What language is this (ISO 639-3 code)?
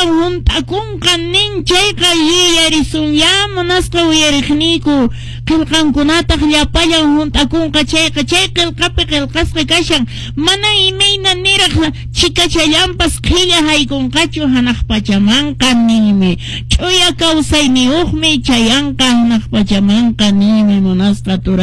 que